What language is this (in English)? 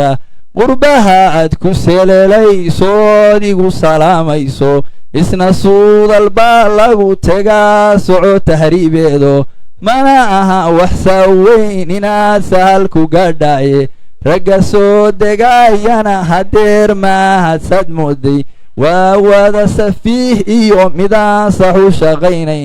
Somali